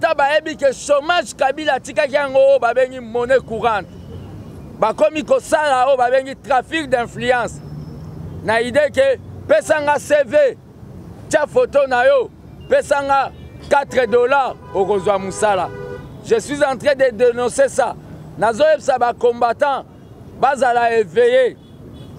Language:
Lingala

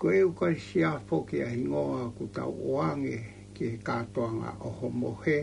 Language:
Tongan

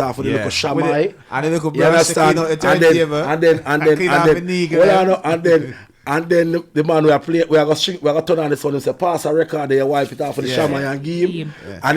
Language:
Jamaican Creole English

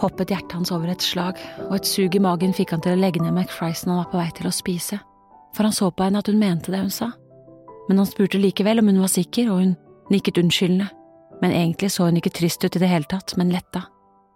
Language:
Norwegian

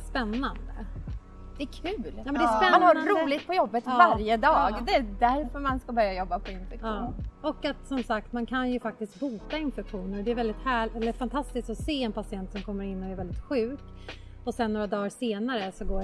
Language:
Swedish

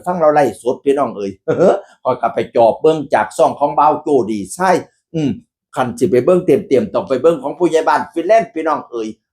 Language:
Northeastern Thai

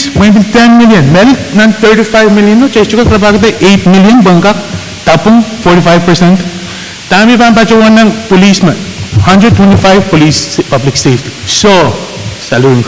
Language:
Pohnpeian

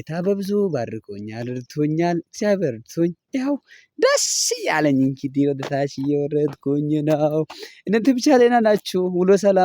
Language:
Amharic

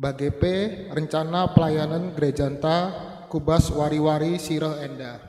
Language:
Batak Karo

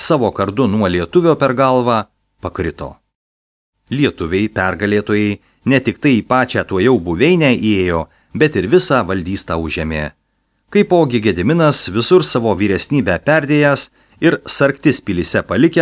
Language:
Lithuanian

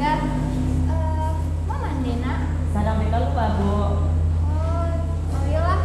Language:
Minangkabau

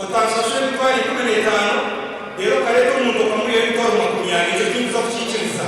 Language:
Nyankole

